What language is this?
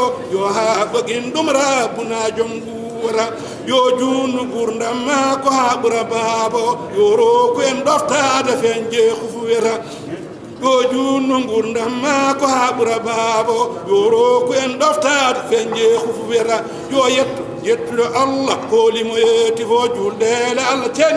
Fula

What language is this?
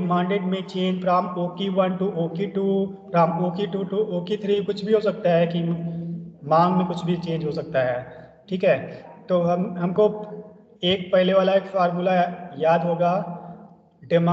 Hindi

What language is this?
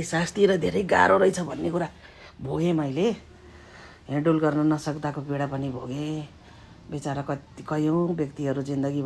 Nepali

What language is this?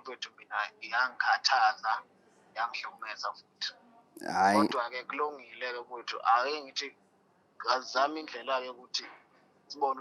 Zulu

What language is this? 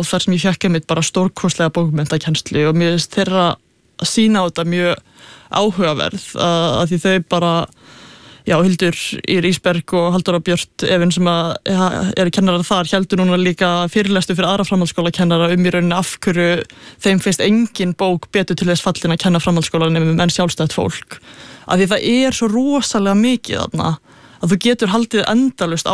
Icelandic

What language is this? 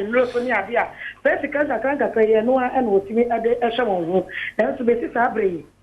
Akan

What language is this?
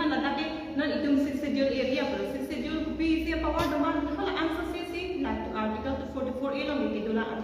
Karbi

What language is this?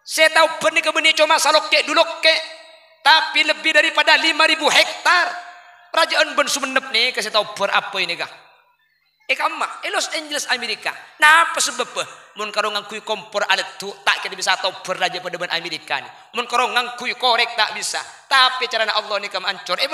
Madurese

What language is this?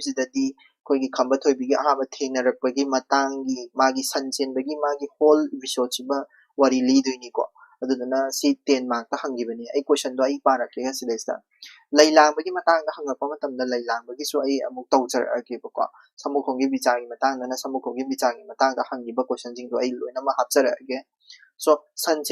Manipuri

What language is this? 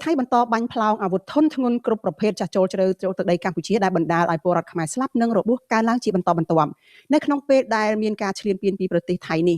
Khmer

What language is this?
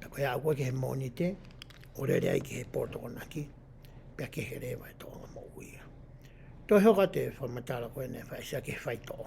Tongan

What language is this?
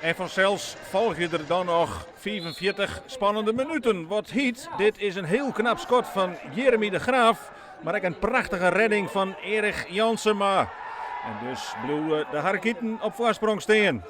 Western Frisian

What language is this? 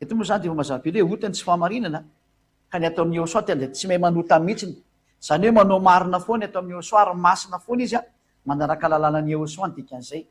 Malagasy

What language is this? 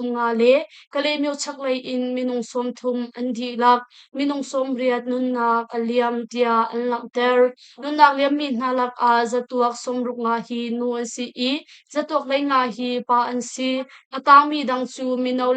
Hakha Chin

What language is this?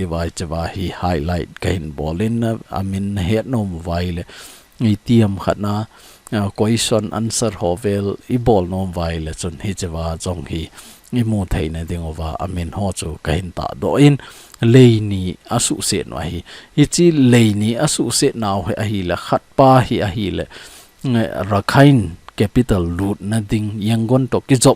Thado Chin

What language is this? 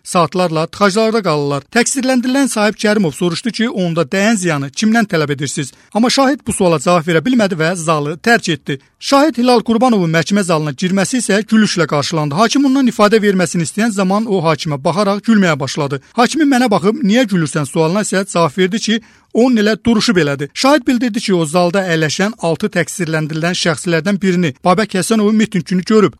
Azerbaijani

